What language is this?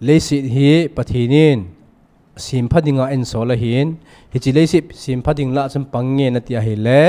Thado Chin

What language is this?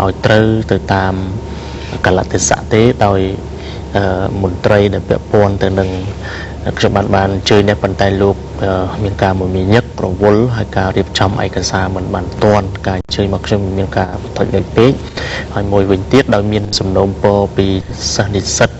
Khmer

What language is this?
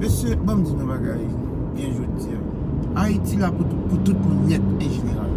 Haitian Creole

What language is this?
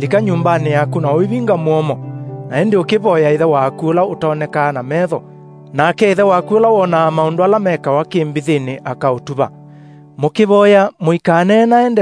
Kamba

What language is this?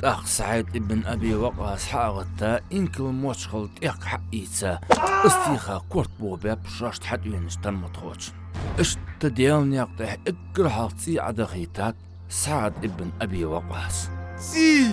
Ingush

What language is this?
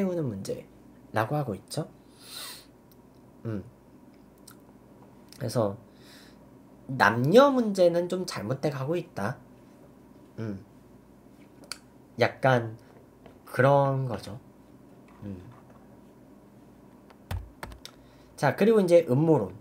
Korean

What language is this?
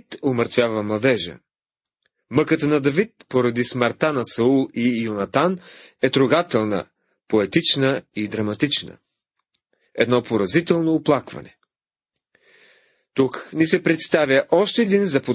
Bulgarian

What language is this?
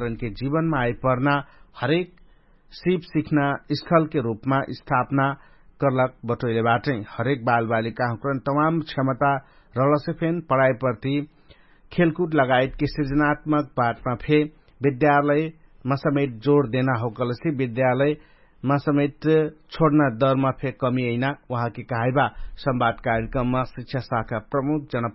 Dangaura Tharu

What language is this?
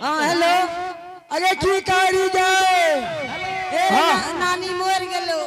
Angika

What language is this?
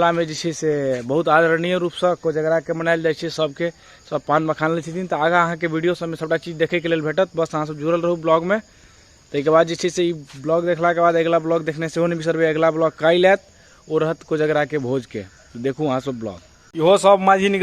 Maithili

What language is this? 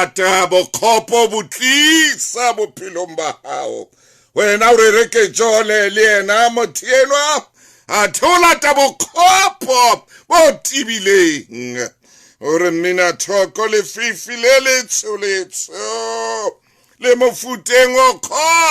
Southern Sotho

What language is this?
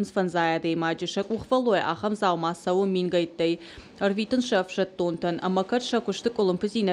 Ossetic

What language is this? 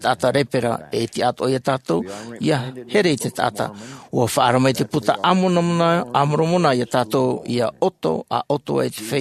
Tahitian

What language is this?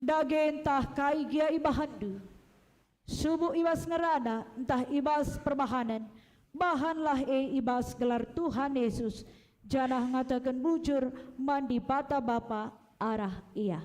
Batak Karo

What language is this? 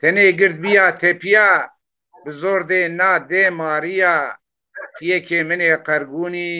Zaza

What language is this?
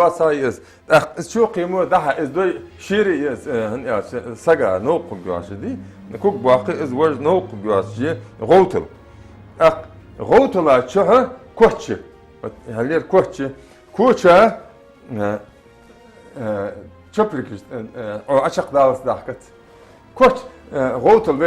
Ingush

